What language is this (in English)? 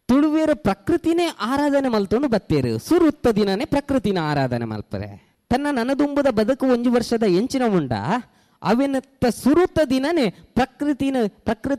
Tulu